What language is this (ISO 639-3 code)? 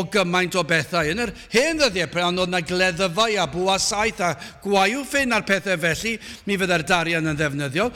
cym